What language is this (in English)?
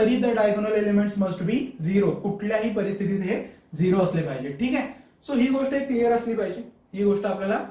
Marathi